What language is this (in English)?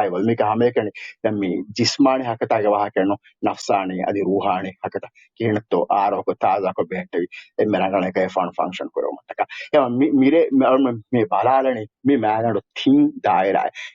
Divehi